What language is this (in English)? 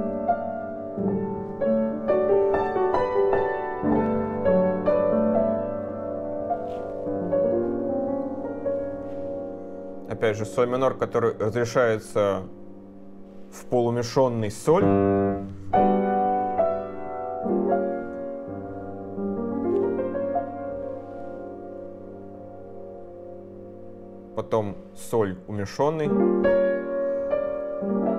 Russian